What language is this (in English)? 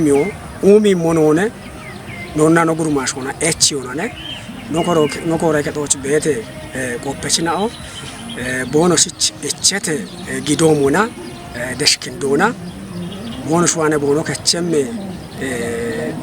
Kafa